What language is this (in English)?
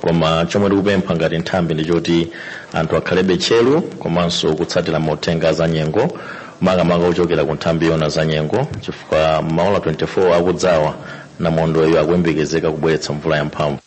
Nyanja